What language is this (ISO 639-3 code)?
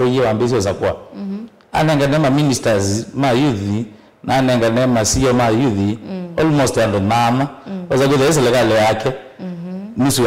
kam